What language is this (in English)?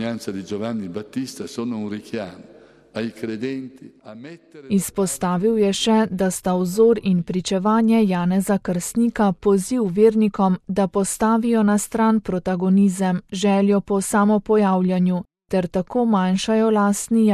Slovenian